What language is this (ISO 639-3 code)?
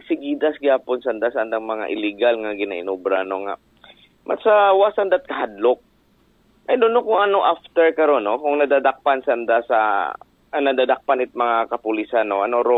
akl